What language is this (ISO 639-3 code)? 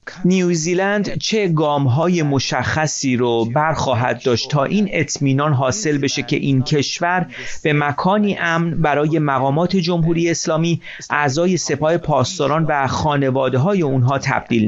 fas